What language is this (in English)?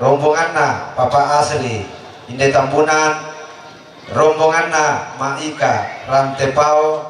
Toraja-Sa'dan